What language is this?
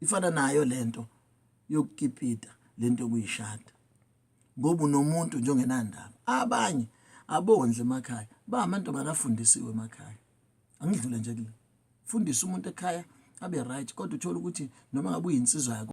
Zulu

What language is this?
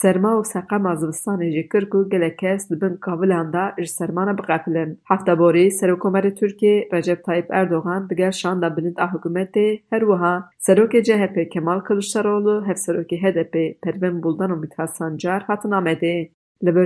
Kurdish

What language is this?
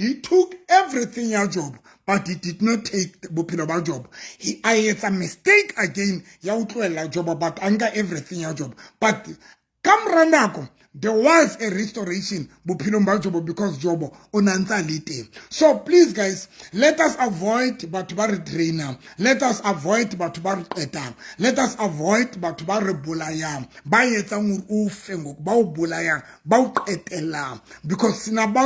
Southern Sotho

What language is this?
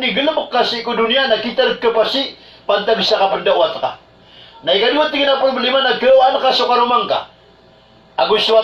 Maranao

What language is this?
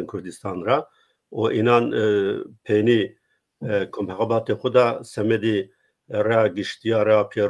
Zaza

